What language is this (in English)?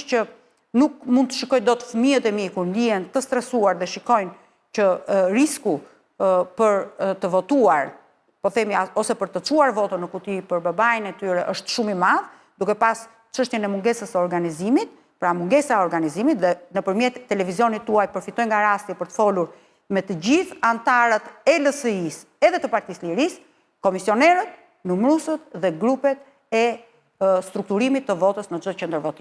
Albanian